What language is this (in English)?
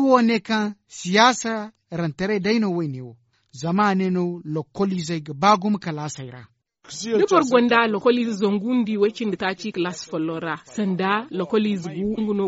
Zarma